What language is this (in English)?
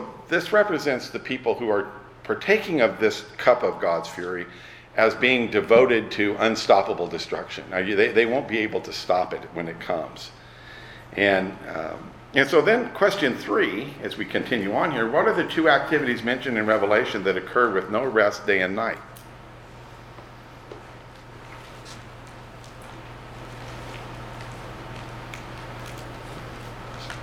English